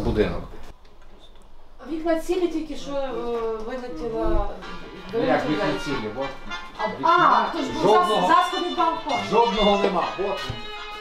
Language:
Ukrainian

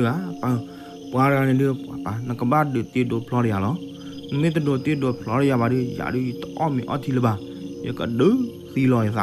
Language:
S'gaw Karen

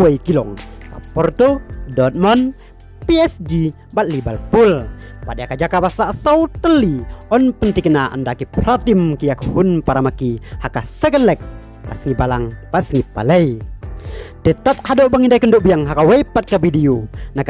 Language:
Khasi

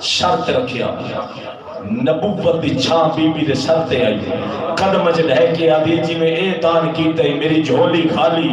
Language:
Saraiki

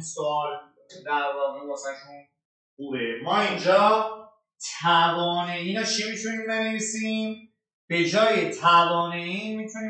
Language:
Persian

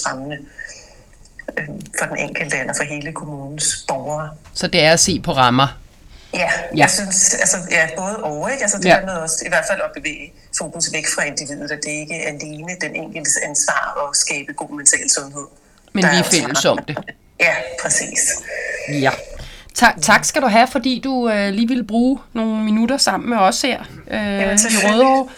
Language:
Danish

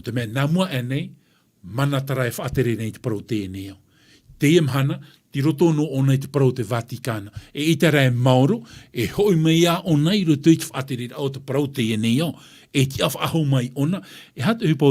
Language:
Tahitian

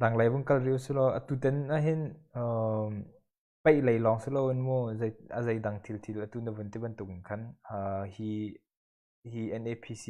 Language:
Hakha Chin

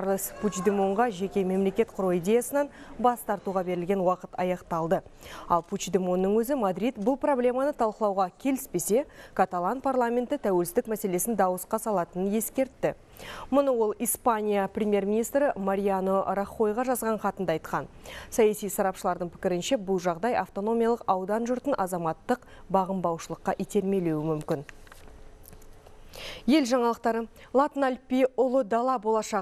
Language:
Kazakh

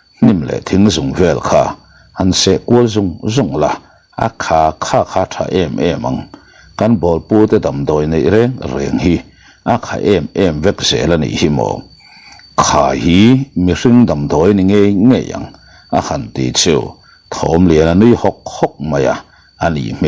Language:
Mizo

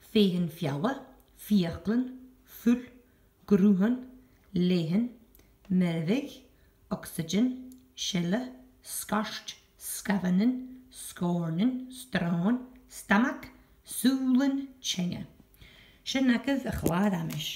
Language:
Scottish Gaelic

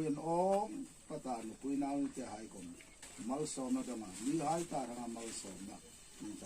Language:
Hmar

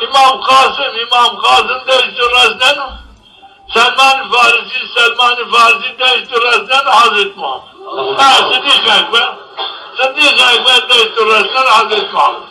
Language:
Zaza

